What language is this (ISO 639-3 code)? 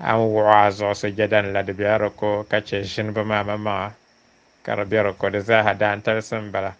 dag